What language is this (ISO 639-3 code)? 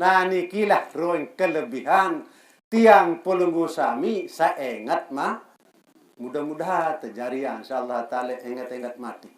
sas